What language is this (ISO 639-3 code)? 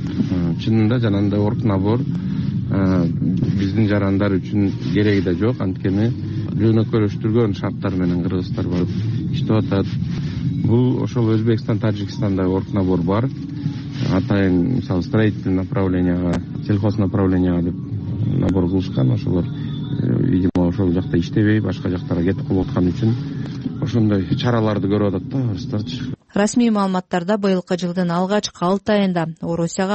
kir